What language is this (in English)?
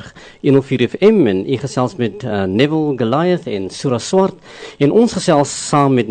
Afrikaans